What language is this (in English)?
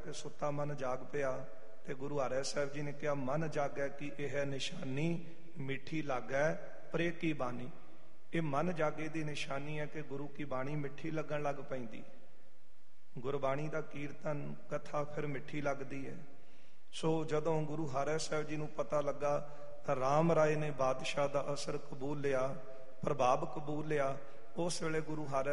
Punjabi